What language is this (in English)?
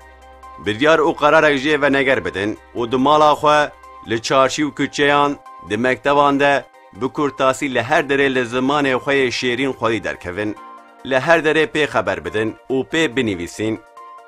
Kurdish